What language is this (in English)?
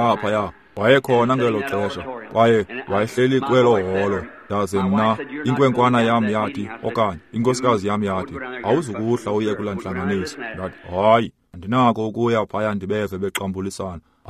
Xhosa